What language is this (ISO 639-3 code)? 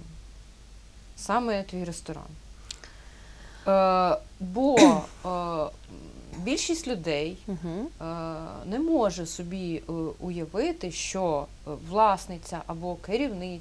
ukr